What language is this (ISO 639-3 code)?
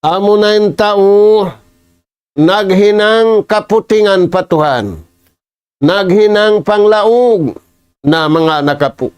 tsg